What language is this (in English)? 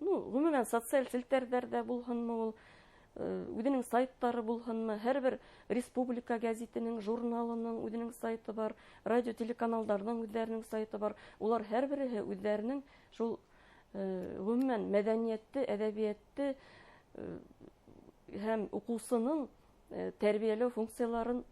Bashkir